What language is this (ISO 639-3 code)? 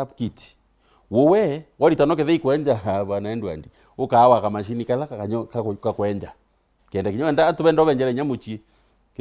mer